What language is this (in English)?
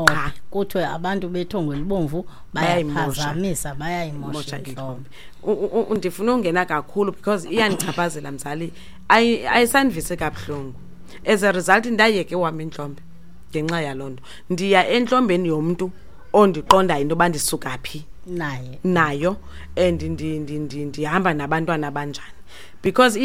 Xhosa